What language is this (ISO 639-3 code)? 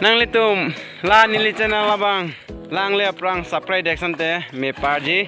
mjw